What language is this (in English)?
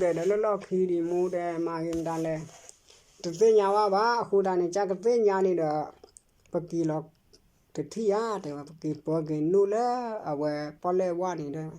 S'gaw Karen